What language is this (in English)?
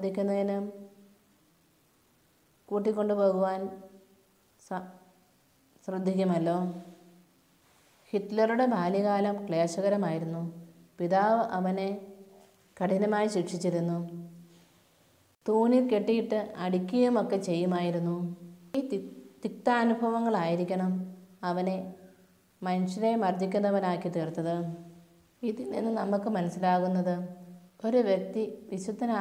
Malayalam